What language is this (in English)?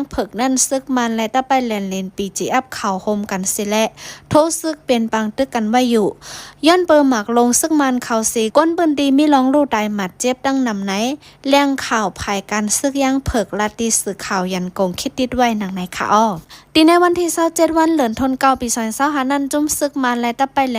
Shan